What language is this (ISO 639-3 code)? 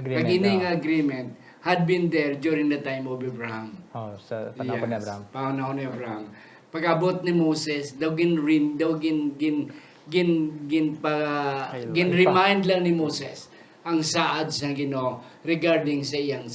hil